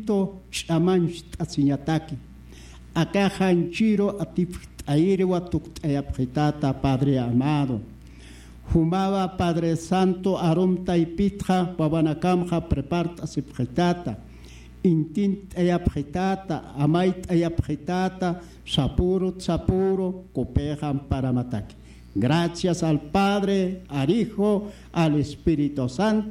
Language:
Aymara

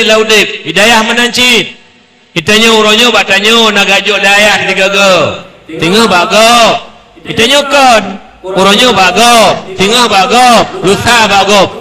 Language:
Achinese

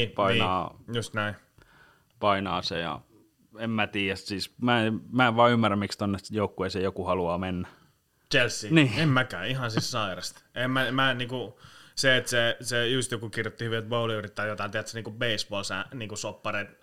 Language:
Finnish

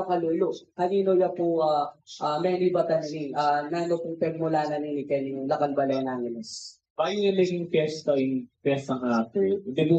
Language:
Pampanga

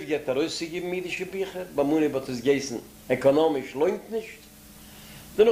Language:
Yiddish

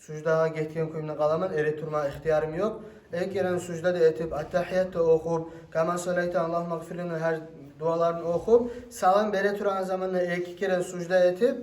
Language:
Kumyk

